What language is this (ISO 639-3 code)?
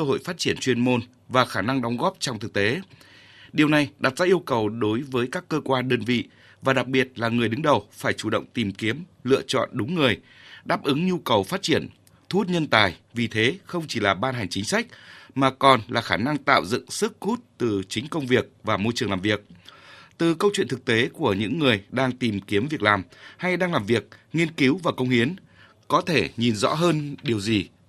vie